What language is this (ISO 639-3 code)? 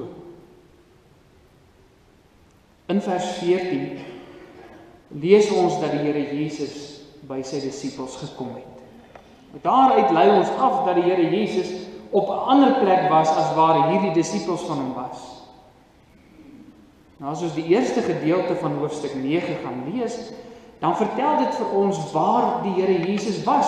afr